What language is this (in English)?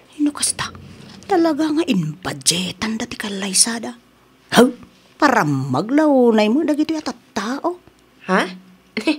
Iloko